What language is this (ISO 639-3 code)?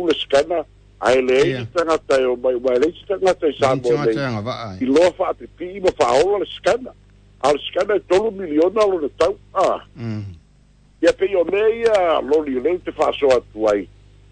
smo